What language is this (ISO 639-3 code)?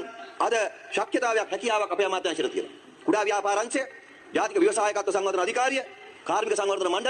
sin